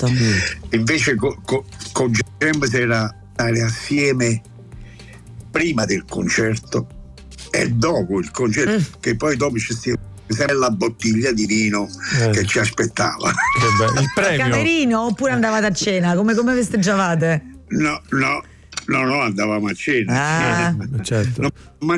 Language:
Italian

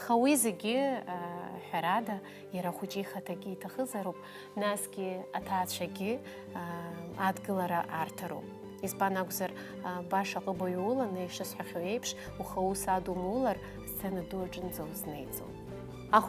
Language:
Abkhazian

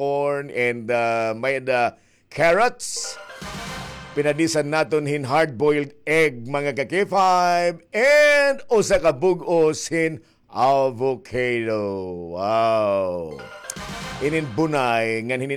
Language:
Waray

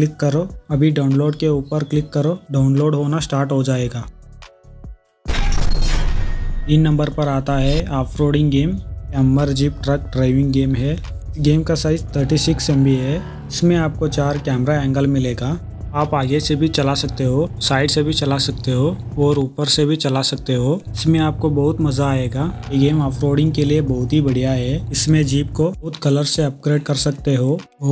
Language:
Hindi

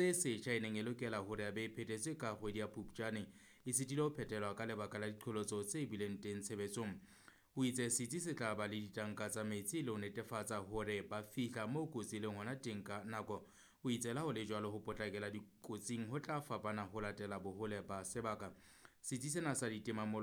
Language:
Southern Sotho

